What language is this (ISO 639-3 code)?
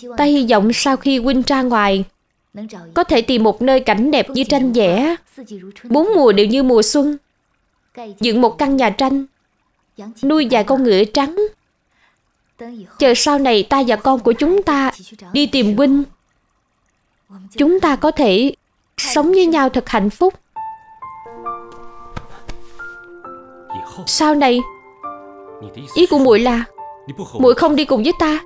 vie